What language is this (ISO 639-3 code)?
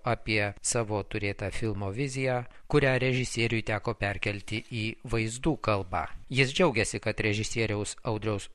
lit